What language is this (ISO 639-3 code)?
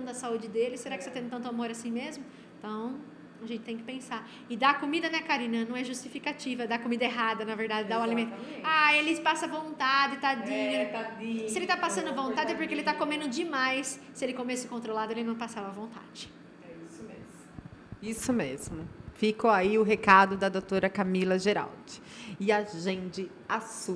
por